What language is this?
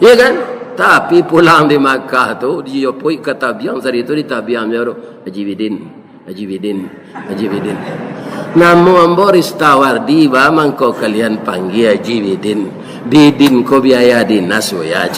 Minangkabau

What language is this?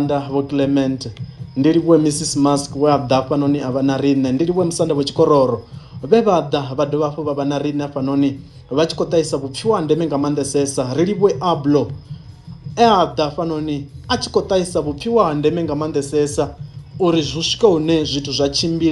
Venda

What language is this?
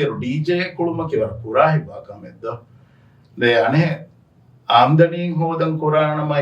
Divehi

